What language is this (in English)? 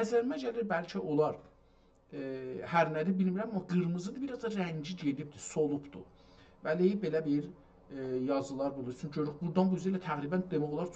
South Azerbaijani